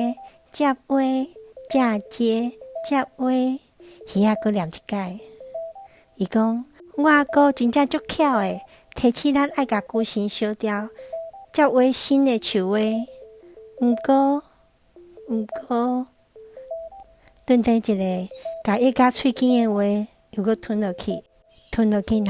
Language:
Min Nan Chinese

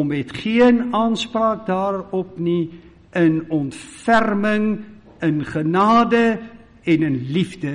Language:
Afrikaans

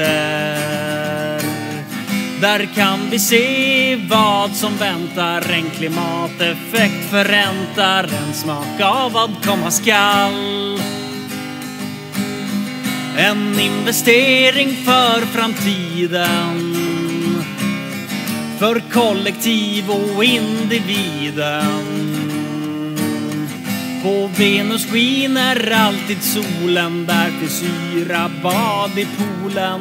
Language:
Swedish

